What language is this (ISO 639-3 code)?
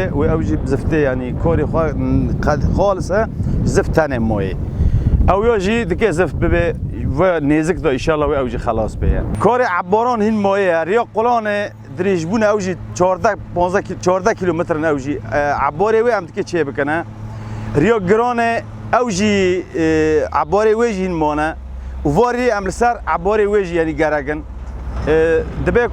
kur